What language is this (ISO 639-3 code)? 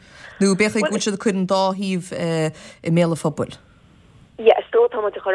gle